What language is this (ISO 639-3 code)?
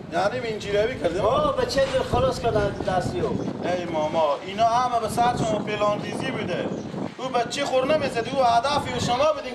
fas